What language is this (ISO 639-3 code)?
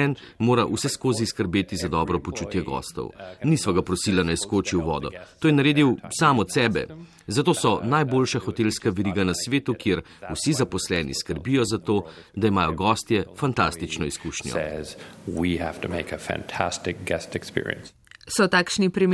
slv